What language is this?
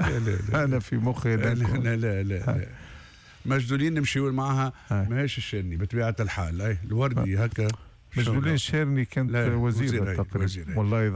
Tunisian Arabic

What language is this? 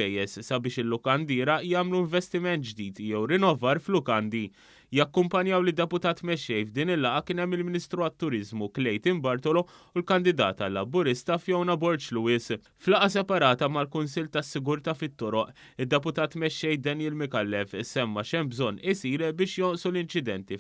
Maltese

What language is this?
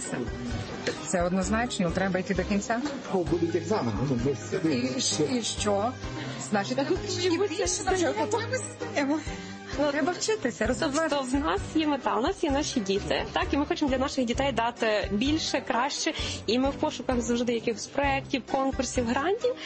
Ukrainian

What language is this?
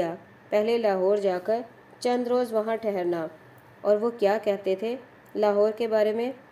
Urdu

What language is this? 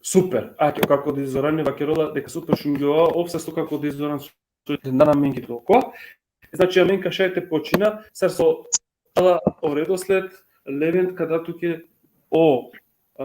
Balkan Romani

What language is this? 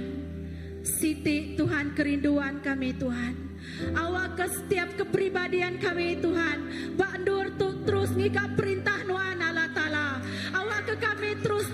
Iban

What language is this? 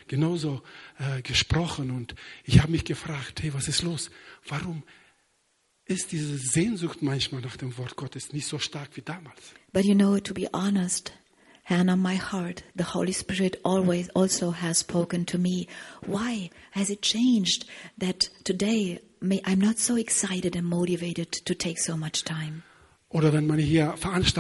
German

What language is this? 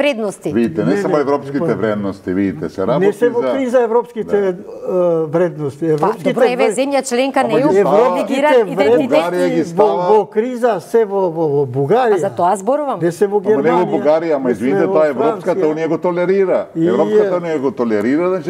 Macedonian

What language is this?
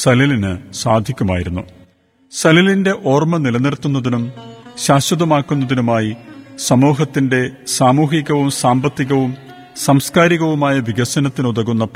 Malayalam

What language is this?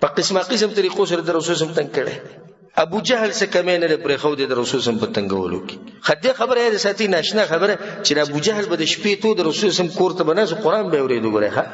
Pashto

